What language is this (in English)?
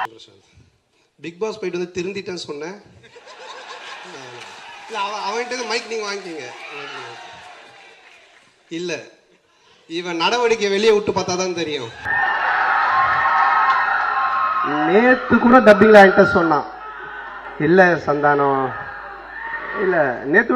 Tamil